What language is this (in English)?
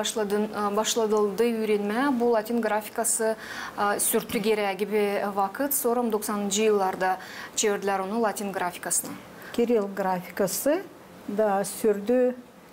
Gagauz